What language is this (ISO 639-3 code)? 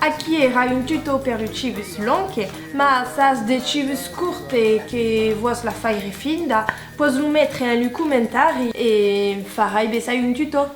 oci